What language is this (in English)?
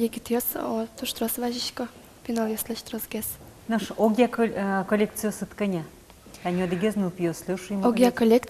Udmurt